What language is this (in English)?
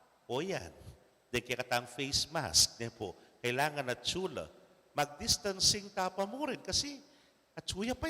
Pampanga